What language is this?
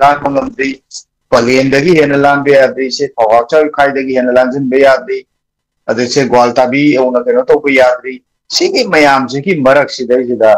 Manipuri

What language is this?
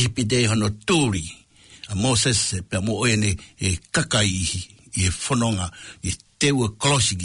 Tongan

